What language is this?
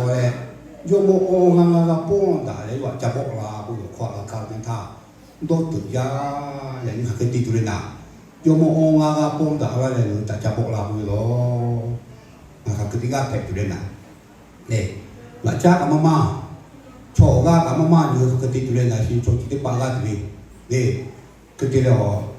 Lahu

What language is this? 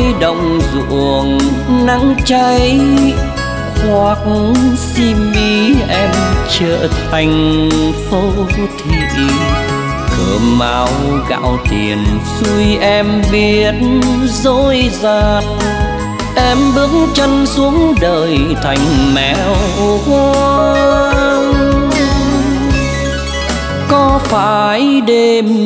Vietnamese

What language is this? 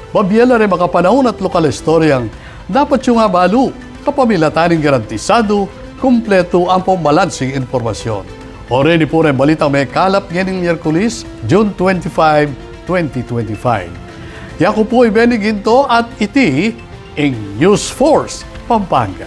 Pampanga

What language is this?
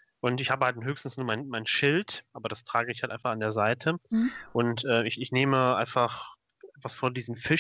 German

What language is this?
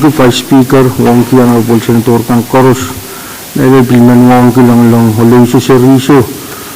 Pohnpeian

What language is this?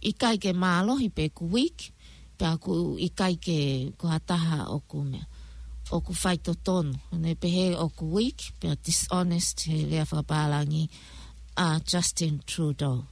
Tongan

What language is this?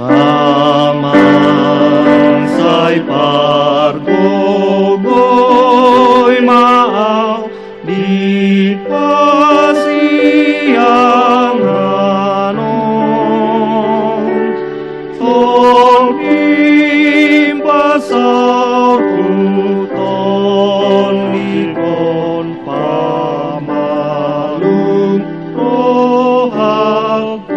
Batak Toba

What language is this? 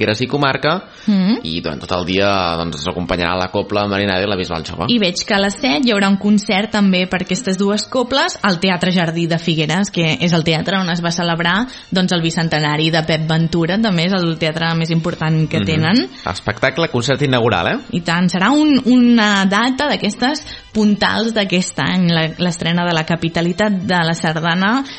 Catalan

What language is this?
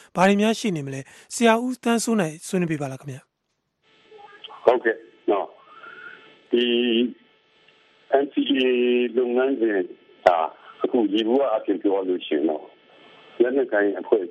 Burmese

